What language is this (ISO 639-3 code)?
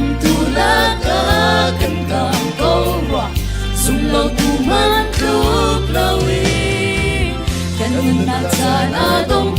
cnh